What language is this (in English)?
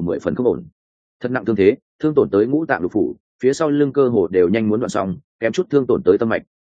Vietnamese